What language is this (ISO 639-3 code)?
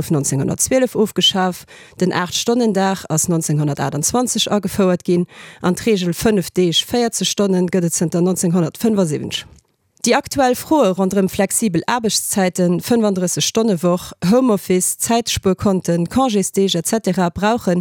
ltz